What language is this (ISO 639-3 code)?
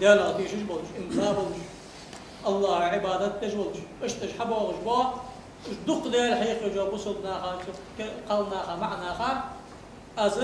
inh